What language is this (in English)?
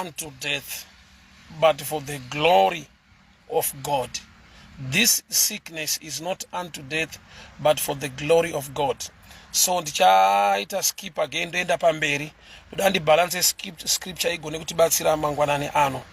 Shona